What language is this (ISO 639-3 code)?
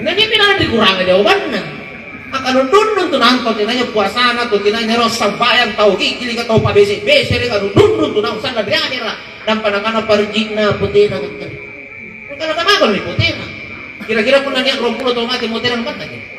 mak